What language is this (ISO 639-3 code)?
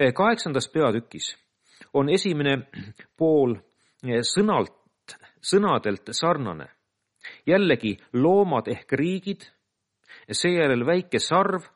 est